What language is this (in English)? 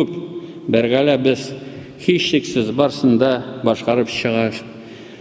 Tatar